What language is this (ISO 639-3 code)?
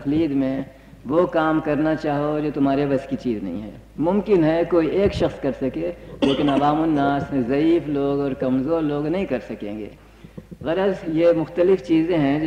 urd